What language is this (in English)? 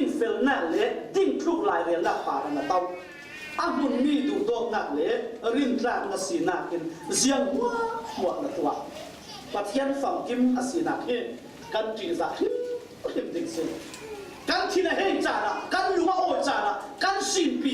Falam Chin